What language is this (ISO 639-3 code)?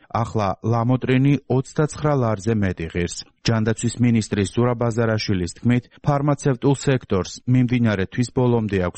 kat